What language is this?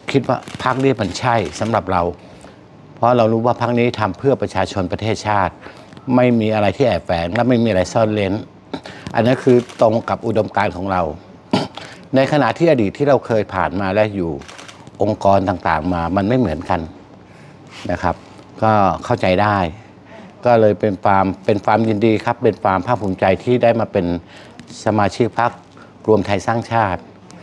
Thai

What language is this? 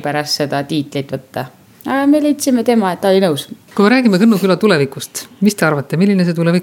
Estonian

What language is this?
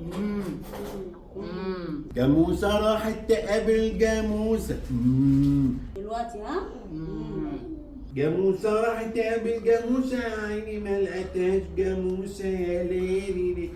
Egyptian Arabic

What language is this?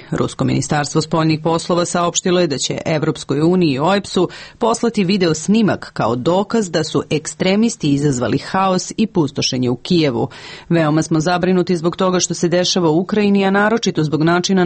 Serbian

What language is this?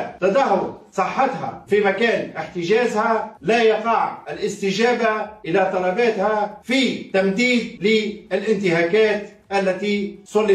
Tunisian Arabic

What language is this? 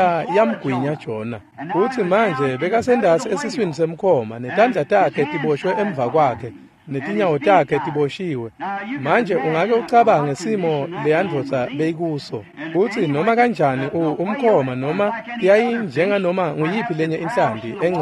Swati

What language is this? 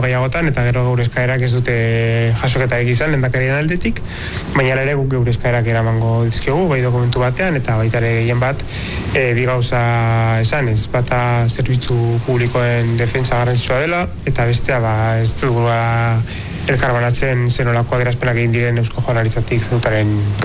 Basque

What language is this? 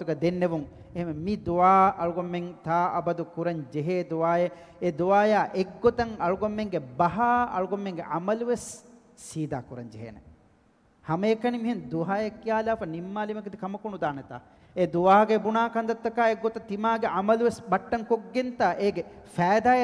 Divehi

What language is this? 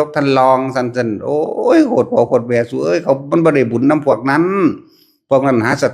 Northeastern Thai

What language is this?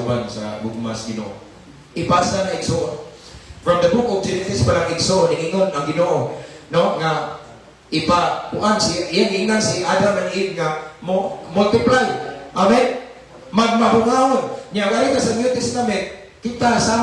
Cebuano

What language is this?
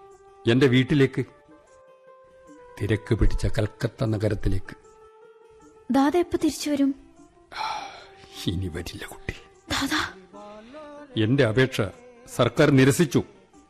Malayalam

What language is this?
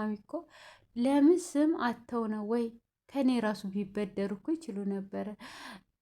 Amharic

